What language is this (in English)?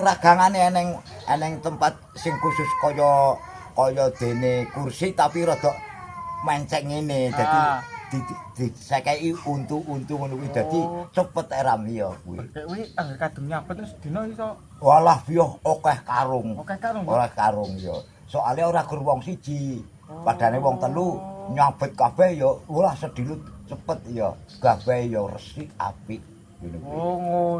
Javanese